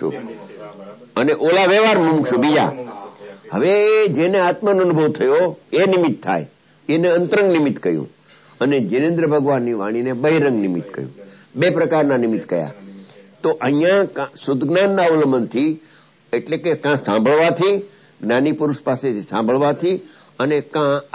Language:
Gujarati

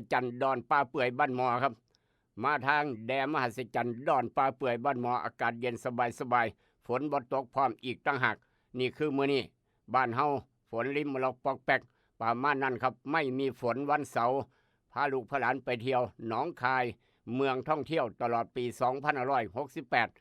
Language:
Lao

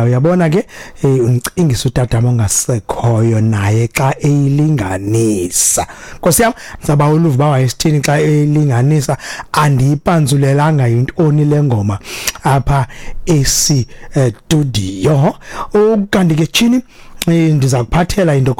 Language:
Xhosa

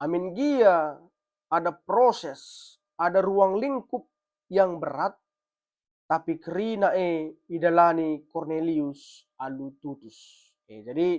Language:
Batak Karo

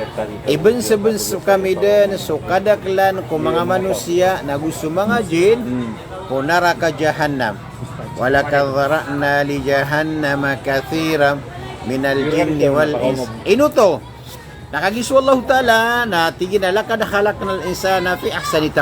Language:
Maranao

